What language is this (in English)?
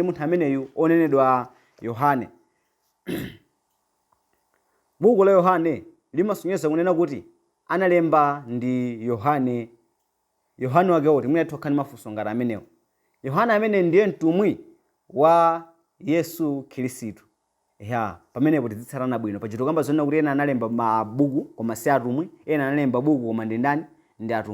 Nyanja